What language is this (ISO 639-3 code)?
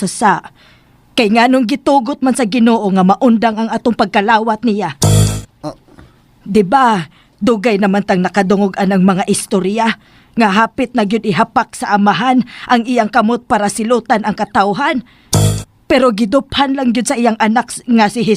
ceb